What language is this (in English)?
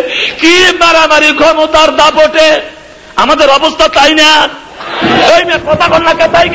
Bangla